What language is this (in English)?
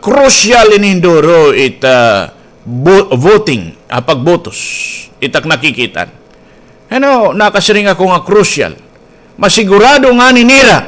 Waray